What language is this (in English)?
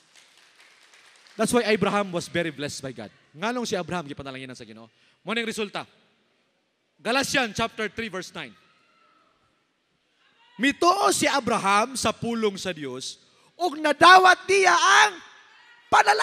Cebuano